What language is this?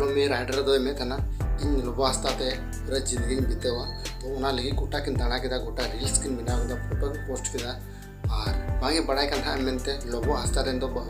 Santali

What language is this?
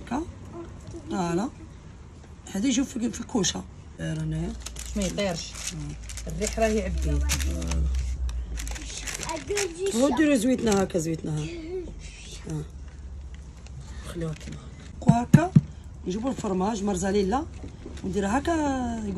Algerian Arabic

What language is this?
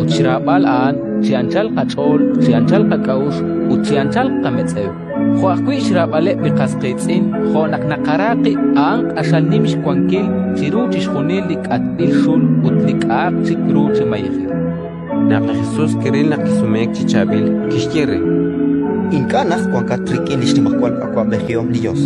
Kekchí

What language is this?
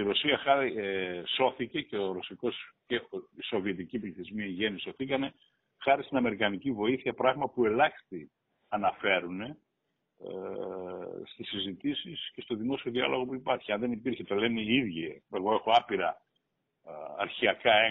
Greek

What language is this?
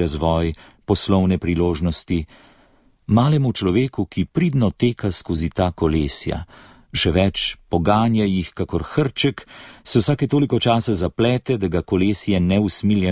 Slovenian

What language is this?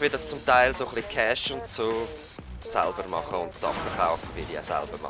Swiss German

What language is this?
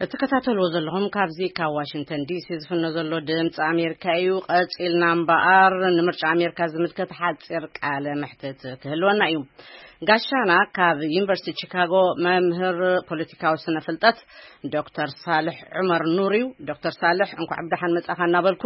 Tigrinya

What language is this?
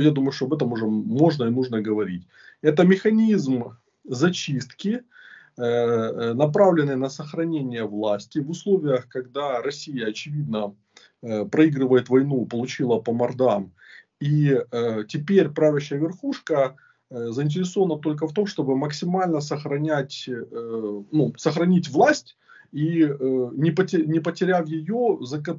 Russian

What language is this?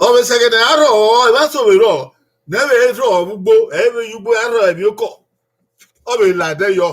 Bini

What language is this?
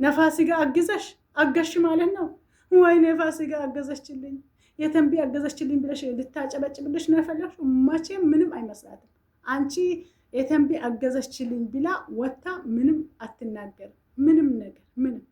Amharic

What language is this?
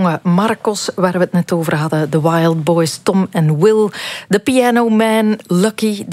Dutch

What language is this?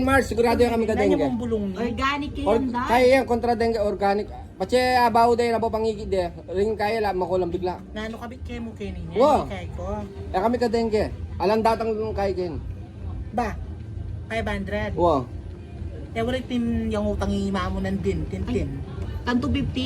Pampanga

